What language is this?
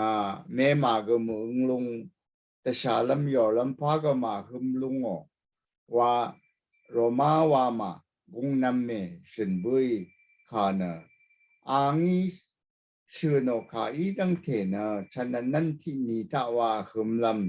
Rawang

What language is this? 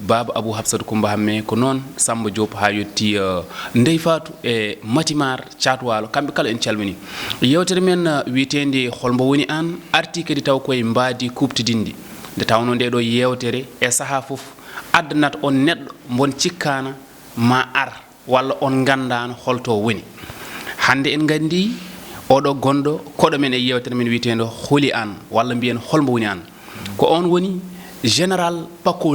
Fula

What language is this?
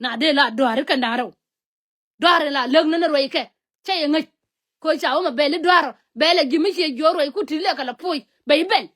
Nuer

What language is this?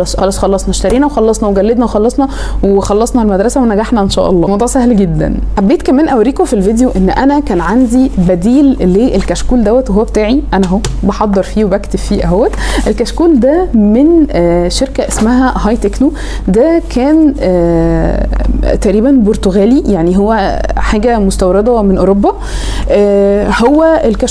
Egyptian Arabic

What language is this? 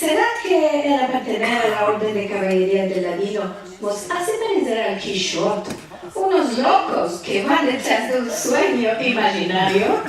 Ladino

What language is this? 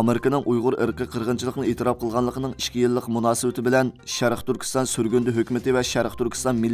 Uyghur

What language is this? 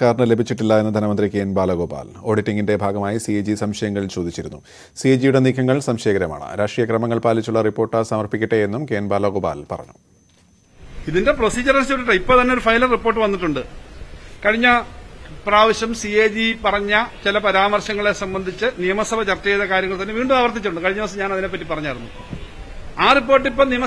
Malayalam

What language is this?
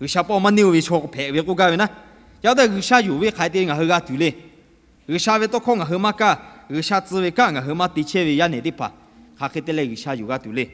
Lahu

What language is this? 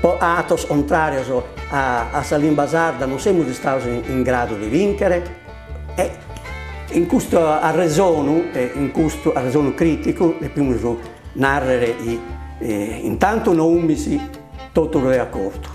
Sardinian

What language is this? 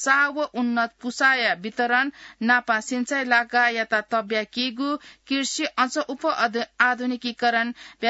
Newari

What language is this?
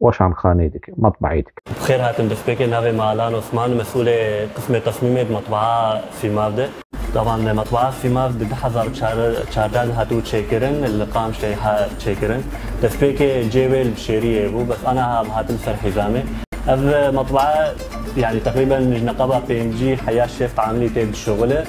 Kurdish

